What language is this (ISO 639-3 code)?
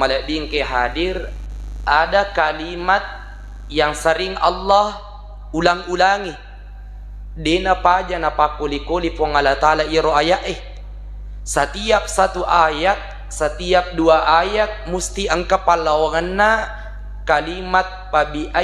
bug